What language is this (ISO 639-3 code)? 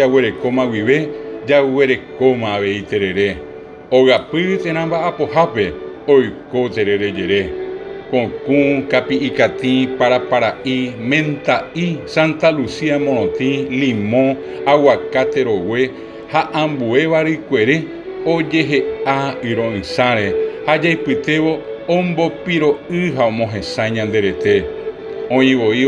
grn